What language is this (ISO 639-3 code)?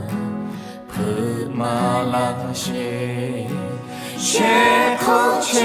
lhu